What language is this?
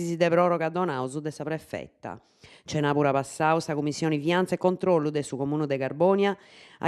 Sardinian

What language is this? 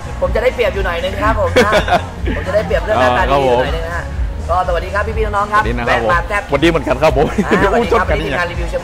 Thai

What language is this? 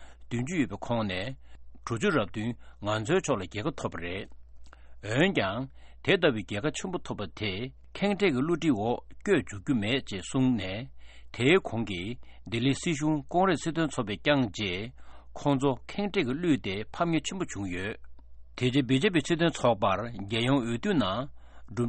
Tibetan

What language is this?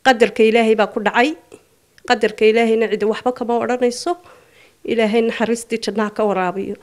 Somali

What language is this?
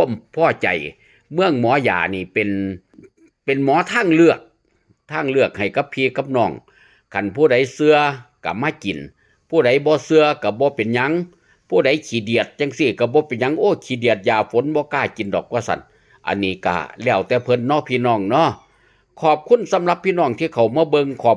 Lao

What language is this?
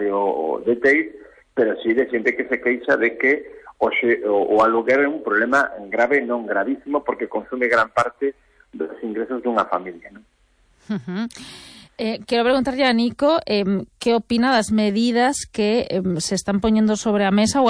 Galician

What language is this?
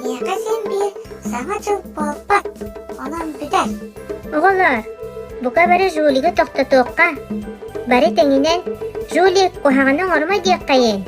Yakut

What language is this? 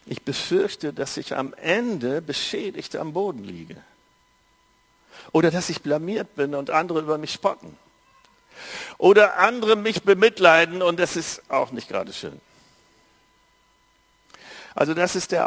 German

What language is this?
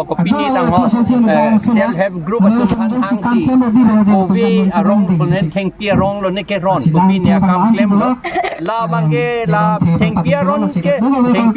Karbi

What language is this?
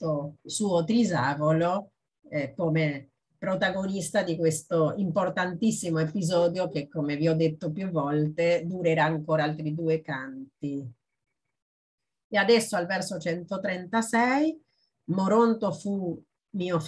Italian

